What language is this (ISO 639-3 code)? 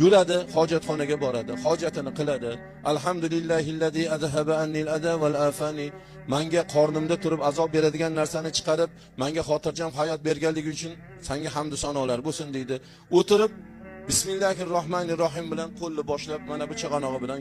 uzb